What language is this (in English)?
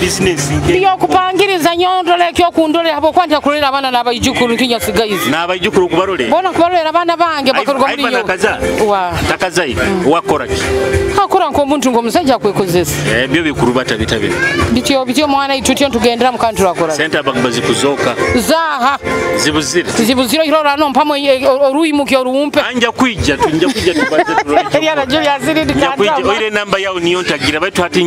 Nyoro